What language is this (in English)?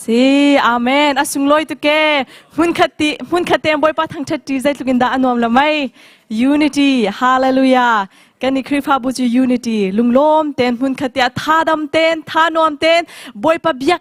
Hakha Chin